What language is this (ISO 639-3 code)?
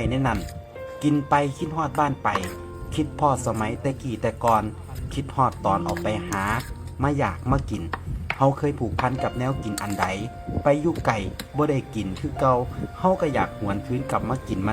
tts